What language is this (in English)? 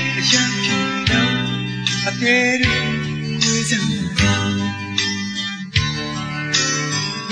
Burmese